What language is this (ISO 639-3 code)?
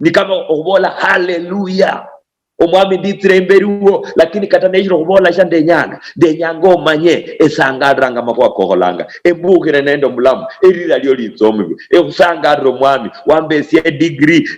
luy